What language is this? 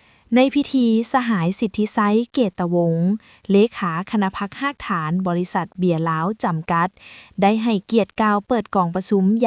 Lao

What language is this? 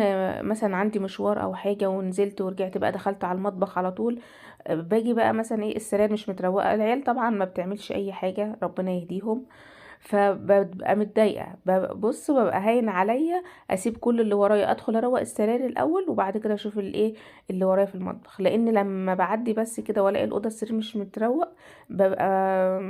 Egyptian Arabic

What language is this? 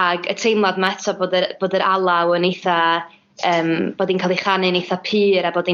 Welsh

